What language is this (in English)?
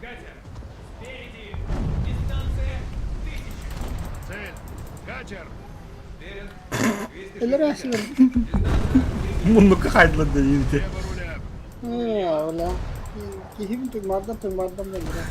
Yakut